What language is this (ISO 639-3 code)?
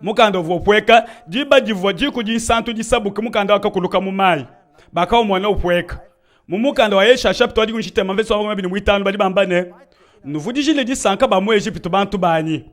lua